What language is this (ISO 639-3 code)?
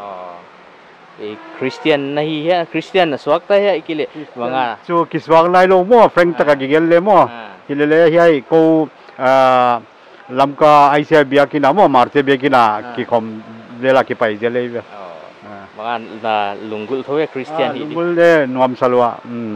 pck